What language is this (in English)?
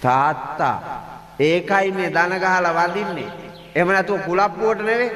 Sinhala